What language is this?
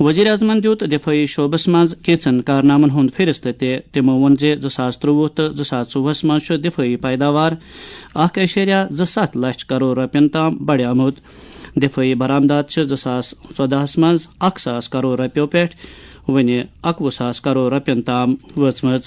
Kashmiri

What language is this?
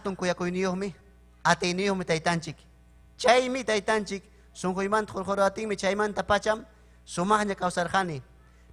Ayacucho Quechua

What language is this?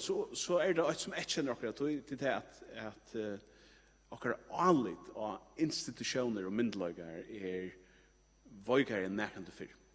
Faroese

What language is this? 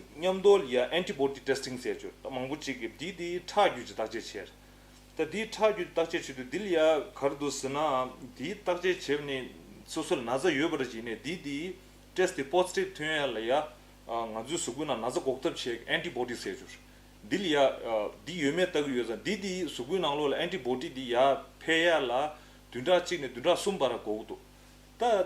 Tibetan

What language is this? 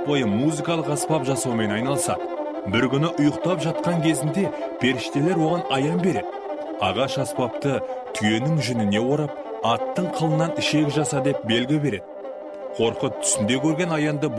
Kazakh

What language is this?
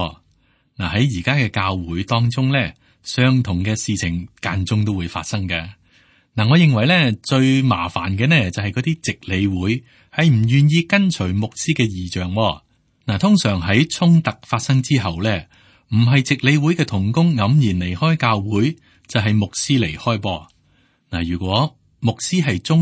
Cantonese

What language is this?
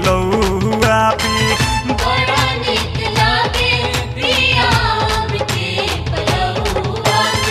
Bhojpuri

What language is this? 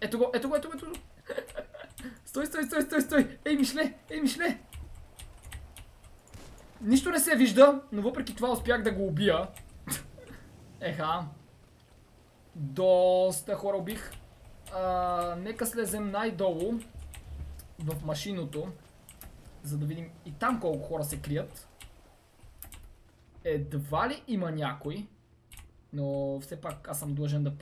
Bulgarian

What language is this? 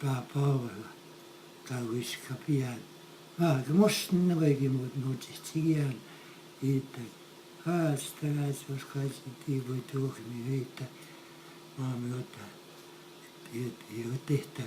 Plains Cree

